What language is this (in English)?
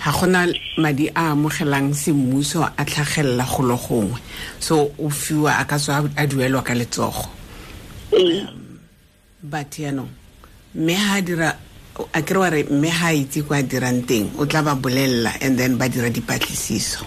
Tswana